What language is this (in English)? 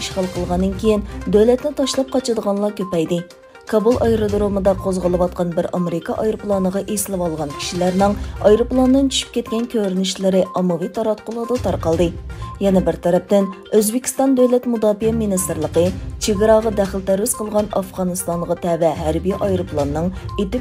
Uyghur